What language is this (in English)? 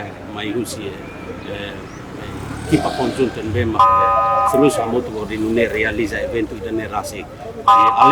Tetum